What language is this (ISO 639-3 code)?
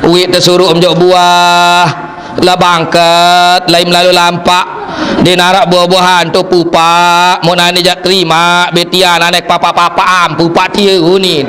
sas